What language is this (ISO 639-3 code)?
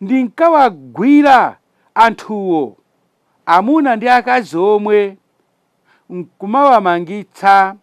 nya